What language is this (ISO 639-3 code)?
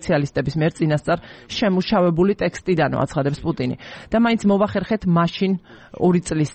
kat